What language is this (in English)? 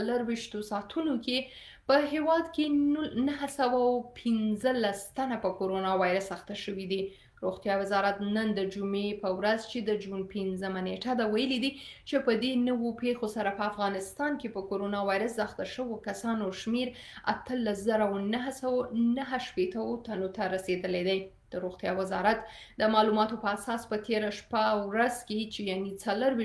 Pashto